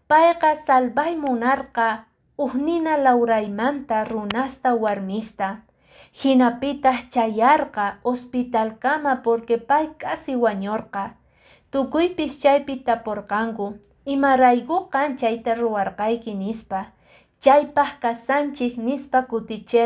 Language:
Quechua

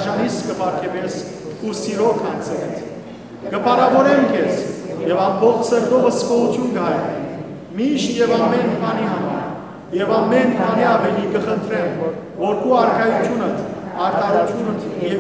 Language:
Western Armenian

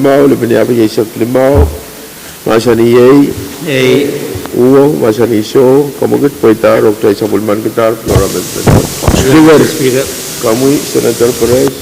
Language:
Pohnpeian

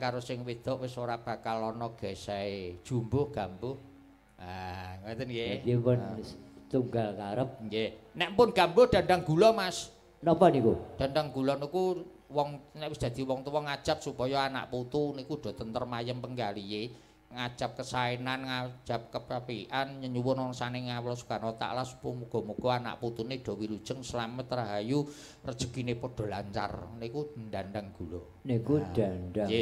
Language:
Javanese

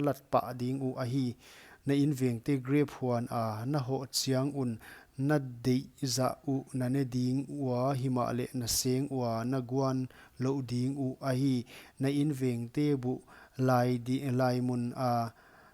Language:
Paite Chin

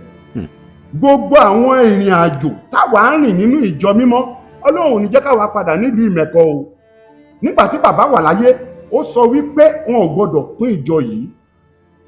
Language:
Yoruba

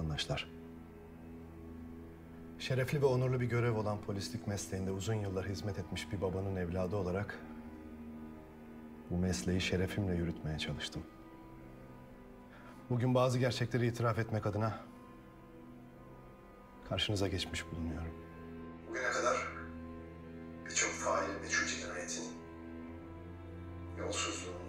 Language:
Turkish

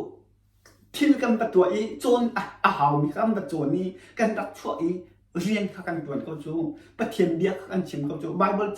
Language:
Hakha Chin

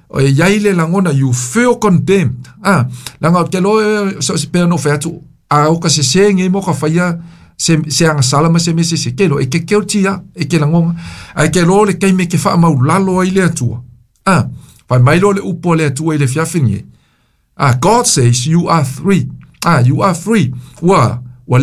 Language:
Samoan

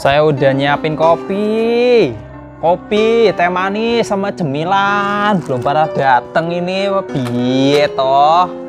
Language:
Betawi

